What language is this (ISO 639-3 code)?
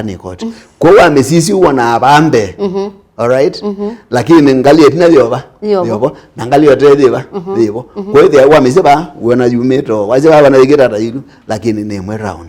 kam